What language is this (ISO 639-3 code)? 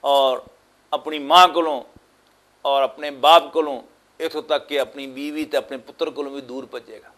lah